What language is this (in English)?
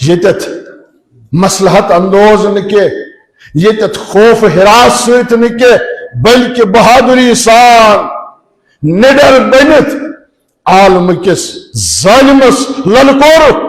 Kashmiri